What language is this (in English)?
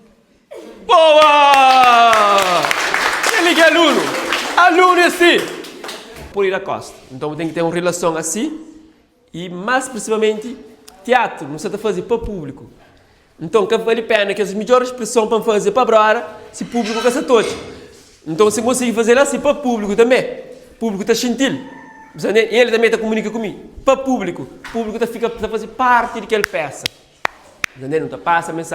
Kabuverdianu